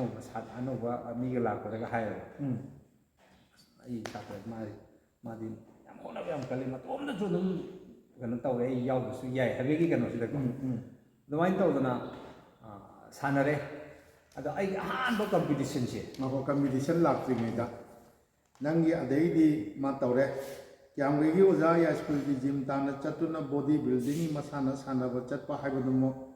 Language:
Manipuri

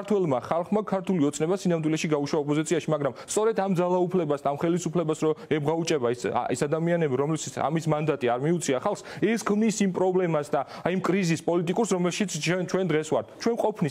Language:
Georgian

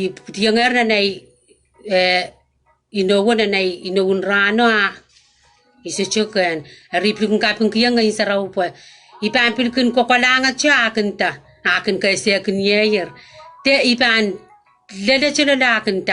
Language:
Pohnpeian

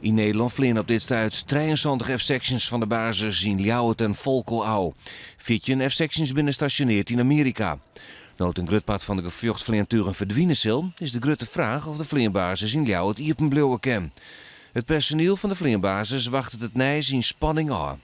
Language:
Western Frisian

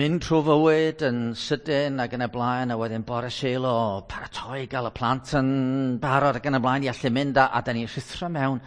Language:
Welsh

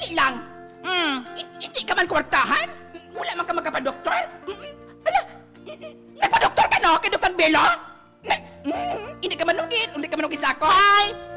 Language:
Hiligaynon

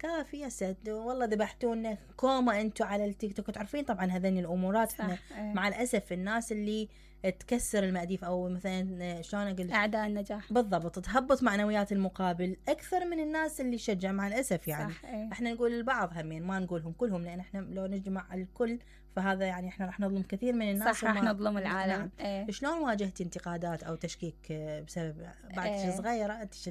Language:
Mesopotamian Arabic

